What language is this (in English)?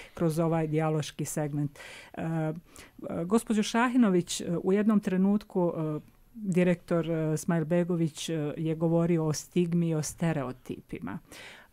Bosnian